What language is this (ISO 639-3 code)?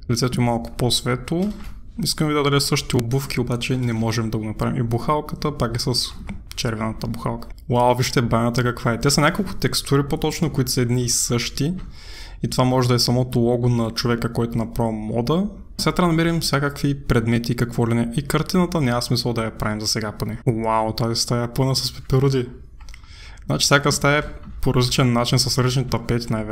bul